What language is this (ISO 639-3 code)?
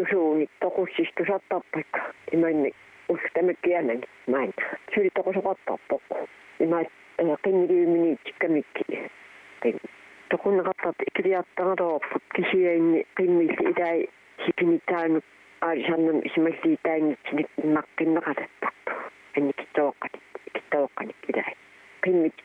kal